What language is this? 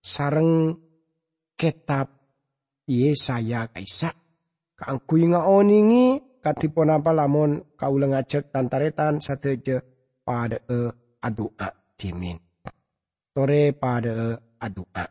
Madurese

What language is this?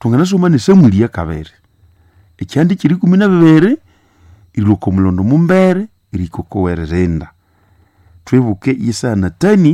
Nande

